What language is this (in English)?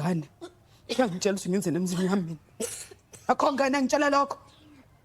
Zulu